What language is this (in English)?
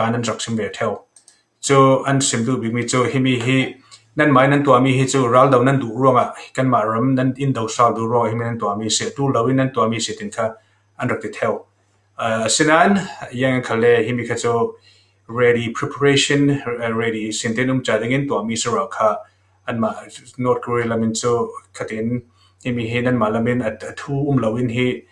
Falam Chin